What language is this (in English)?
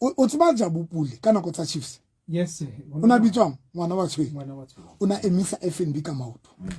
Southern Sotho